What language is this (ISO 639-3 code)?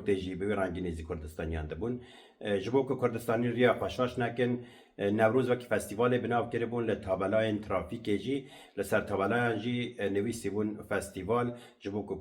kur